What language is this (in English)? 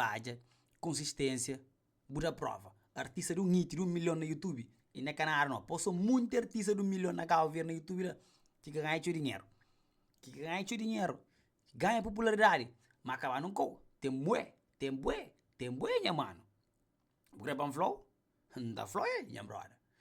Kabuverdianu